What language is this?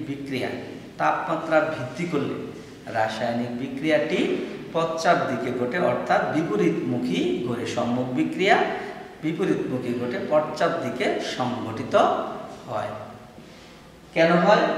Bangla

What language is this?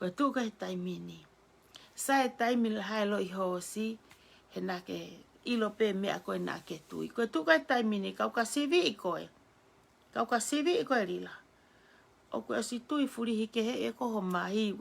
Tongan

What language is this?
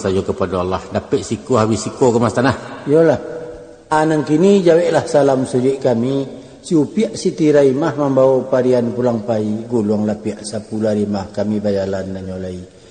Minangkabau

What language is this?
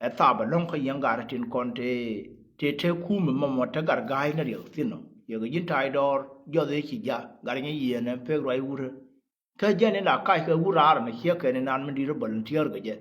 Nuer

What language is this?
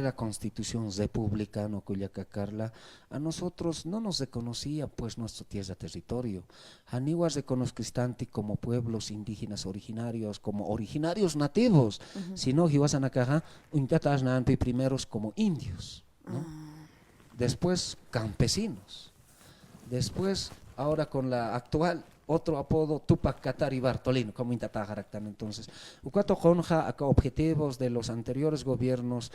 Aymara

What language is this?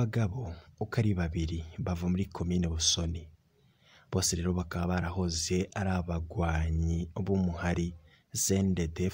Rundi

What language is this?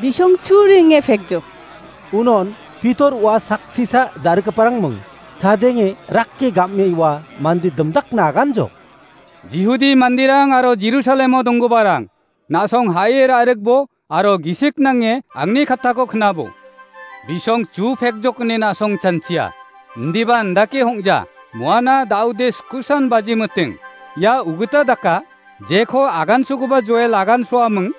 Garo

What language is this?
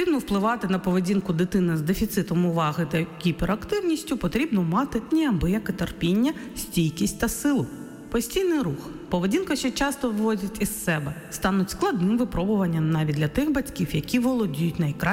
Ukrainian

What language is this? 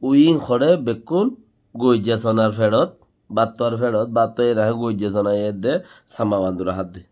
Rohingya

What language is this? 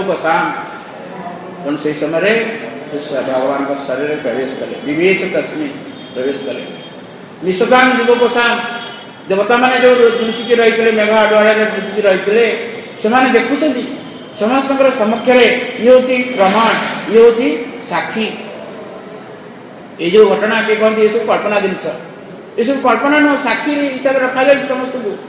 Odia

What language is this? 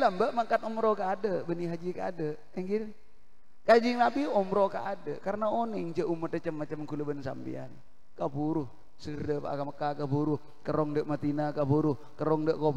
Madurese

